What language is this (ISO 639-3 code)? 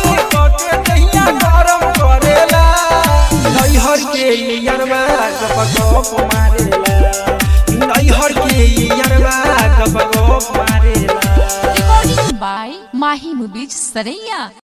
bho